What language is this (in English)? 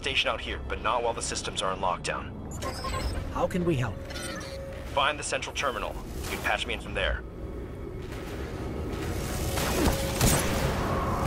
English